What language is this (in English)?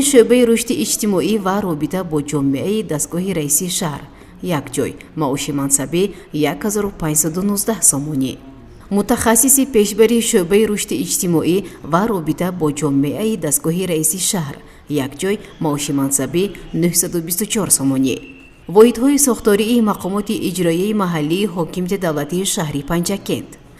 Tajik